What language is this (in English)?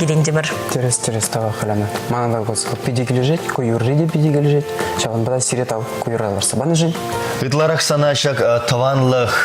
Chuvash